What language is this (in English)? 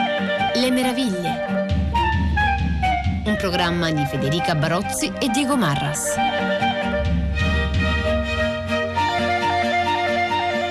Italian